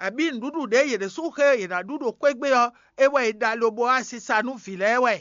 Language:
Fon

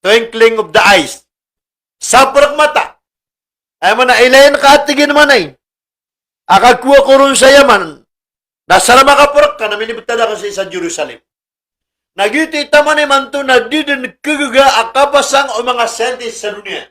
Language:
Maranao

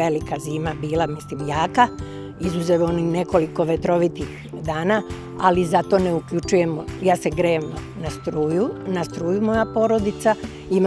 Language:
Serbian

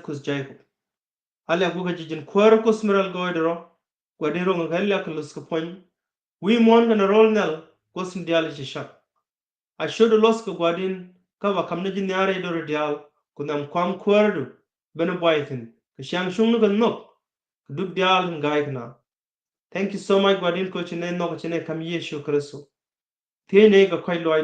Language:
Nuer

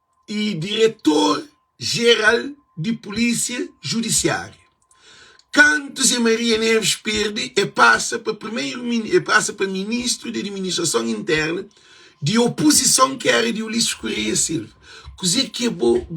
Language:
Kabuverdianu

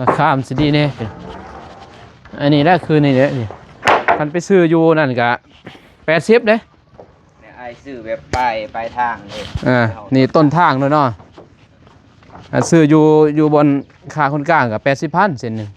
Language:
Lao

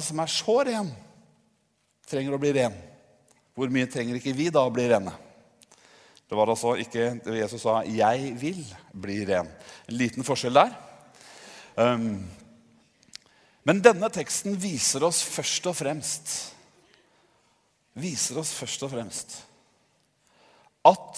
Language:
Norwegian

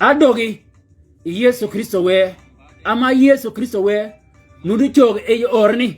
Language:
Shilluk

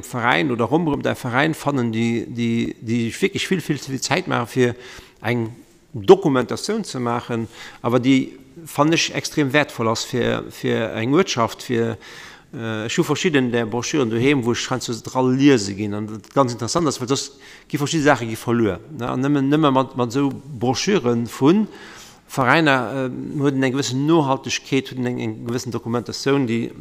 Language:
Luxembourgish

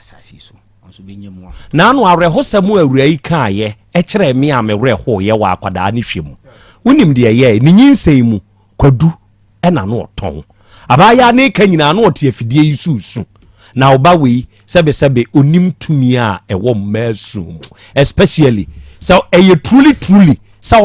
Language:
Akan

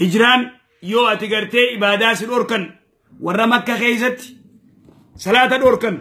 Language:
Oromo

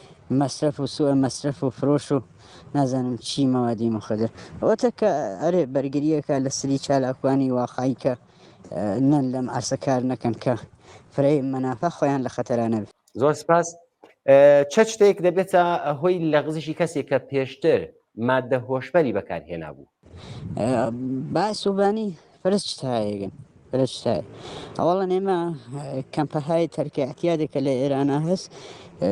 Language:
Central Kurdish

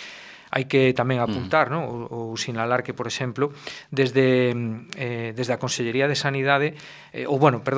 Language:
Galician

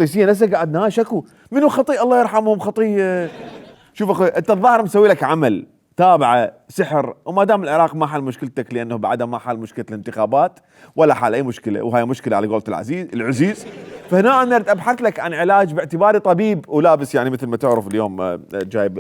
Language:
Mesopotamian Arabic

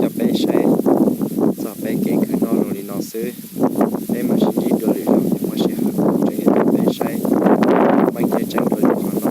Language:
Hmong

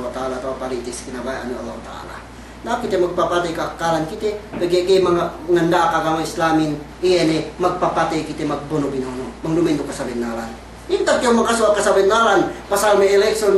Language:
Yakan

